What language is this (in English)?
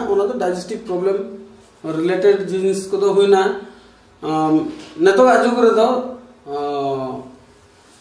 Santali